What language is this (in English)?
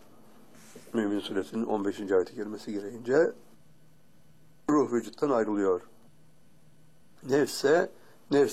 Turkish